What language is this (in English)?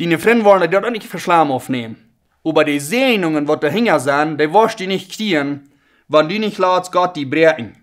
Plautdietsch